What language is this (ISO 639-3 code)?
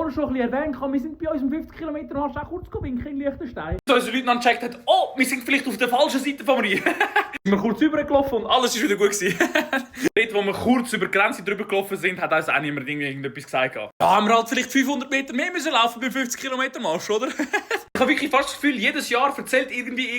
gsw